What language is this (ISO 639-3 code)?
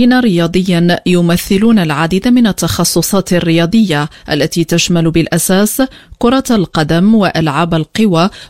ara